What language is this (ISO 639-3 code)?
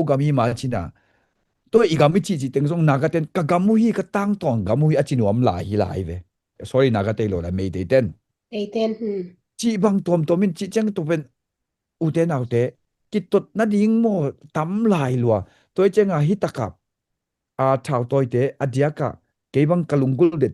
ctd